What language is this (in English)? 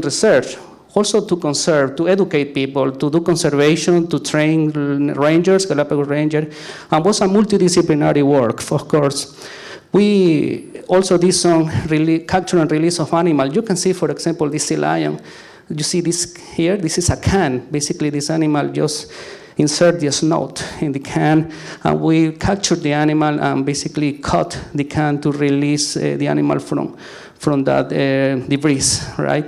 English